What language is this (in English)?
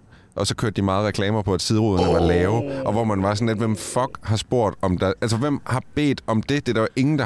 Danish